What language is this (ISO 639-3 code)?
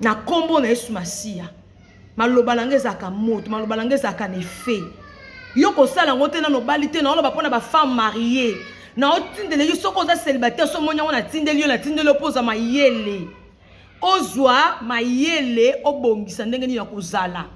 lin